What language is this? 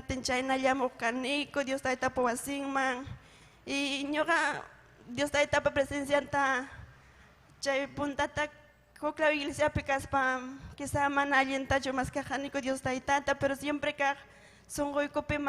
Ayacucho Quechua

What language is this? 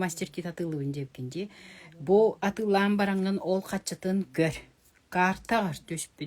Yakut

